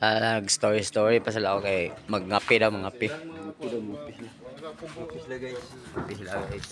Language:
Cebuano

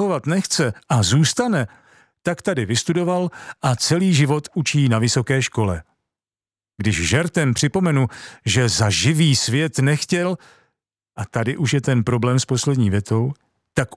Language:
Czech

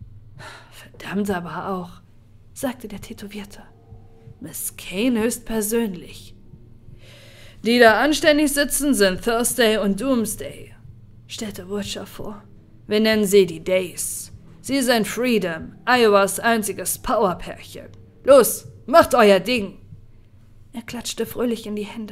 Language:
German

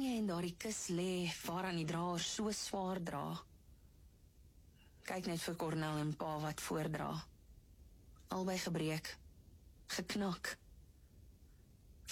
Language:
Afrikaans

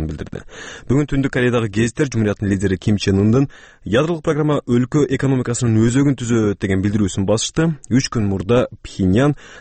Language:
Kyrgyz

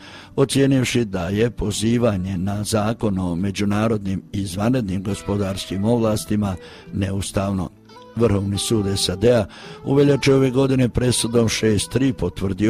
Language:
Croatian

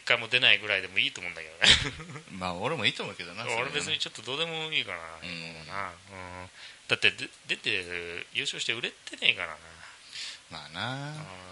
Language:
Japanese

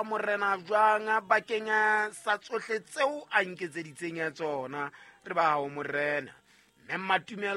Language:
Southern Sotho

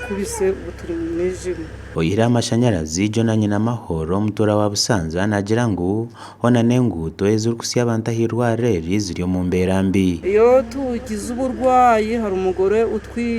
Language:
Nyankole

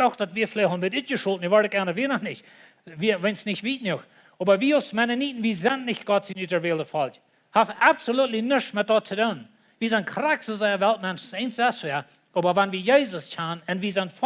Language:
Plautdietsch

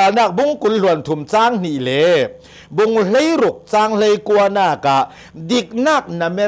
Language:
Hakha Chin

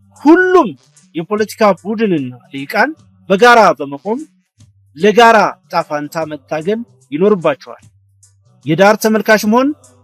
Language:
Amharic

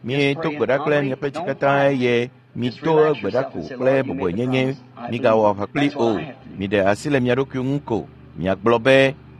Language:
Ewe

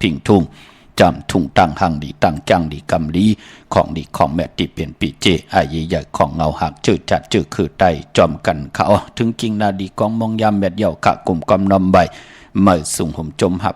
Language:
Shan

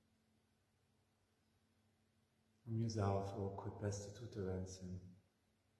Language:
Dutch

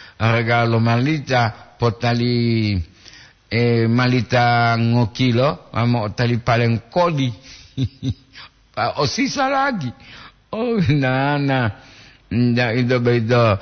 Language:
Gorontalo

